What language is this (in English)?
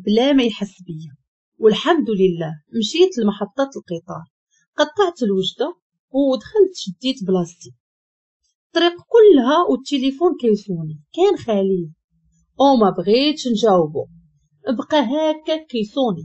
Moroccan Arabic